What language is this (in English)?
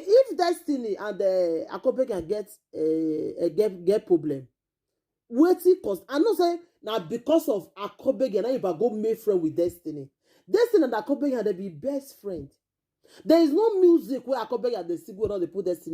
Nigerian Pidgin